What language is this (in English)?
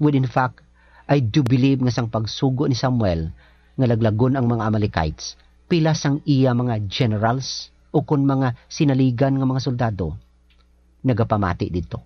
Hiligaynon